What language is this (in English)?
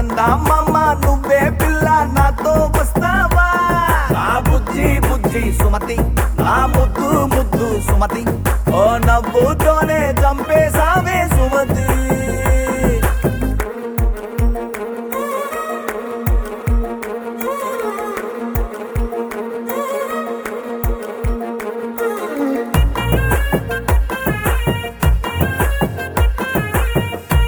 Telugu